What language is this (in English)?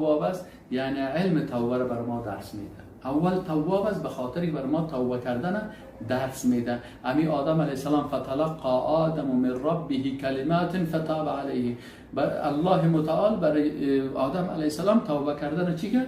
Persian